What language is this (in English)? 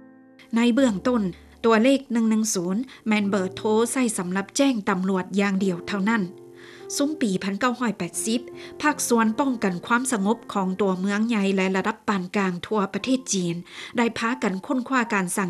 Lao